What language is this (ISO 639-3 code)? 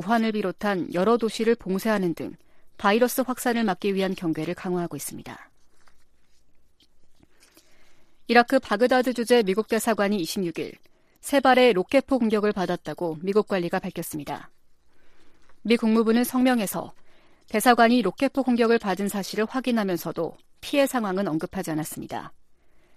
kor